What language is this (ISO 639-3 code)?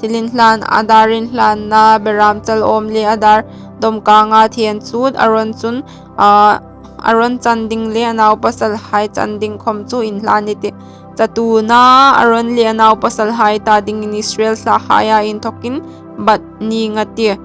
hmr